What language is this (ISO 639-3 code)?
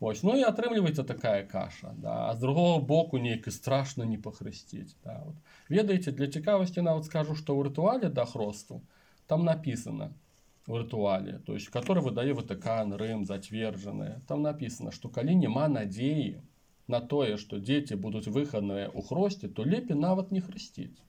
bel